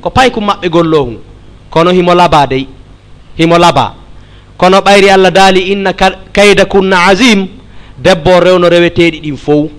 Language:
Fula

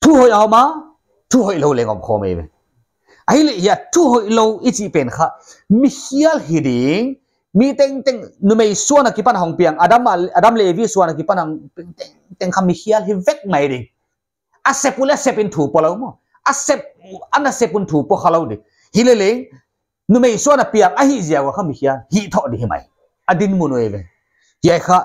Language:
Paite Chin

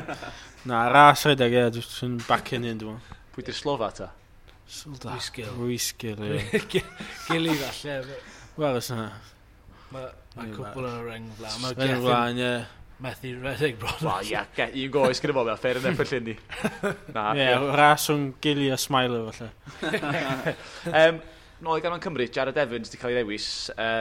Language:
Welsh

